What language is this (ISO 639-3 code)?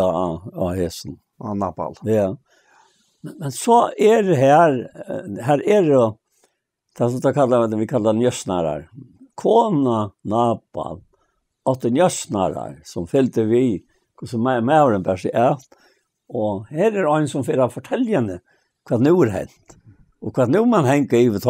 fao